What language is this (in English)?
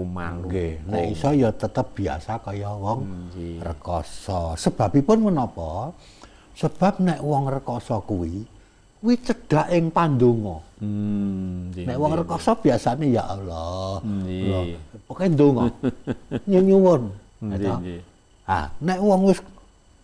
Javanese